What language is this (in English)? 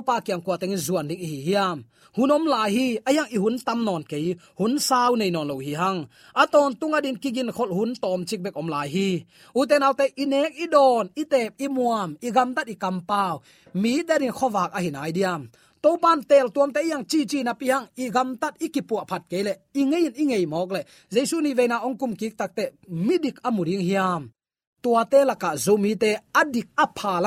Tedim Chin